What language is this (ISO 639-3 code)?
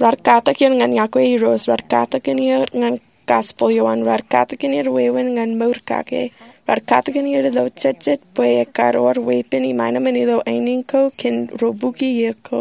mah